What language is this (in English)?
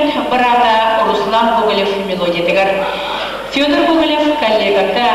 Yakut